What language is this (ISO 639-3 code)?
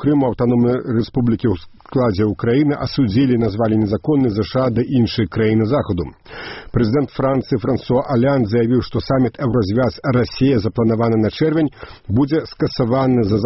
bel